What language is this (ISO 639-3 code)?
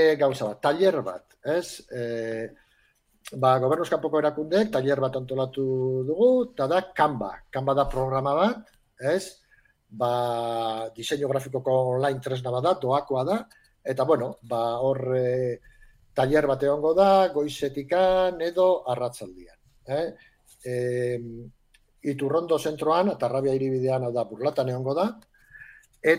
eus